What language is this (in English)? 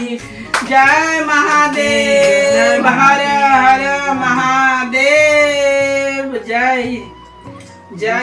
Maithili